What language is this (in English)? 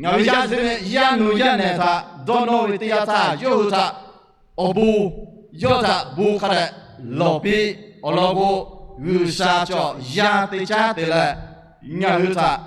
Lahu